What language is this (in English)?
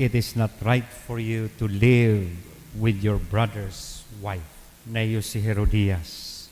Bikol